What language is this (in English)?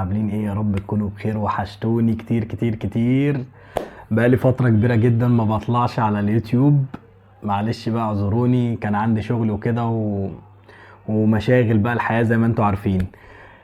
Egyptian Arabic